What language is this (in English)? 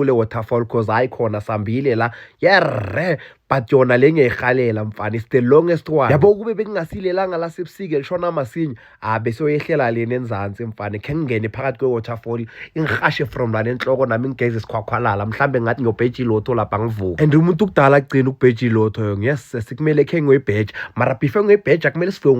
Zulu